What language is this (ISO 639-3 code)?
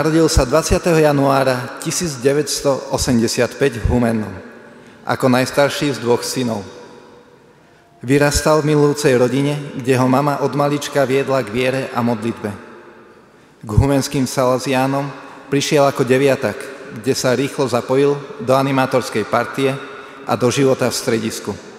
slk